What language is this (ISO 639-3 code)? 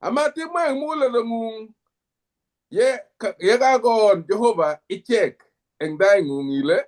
kln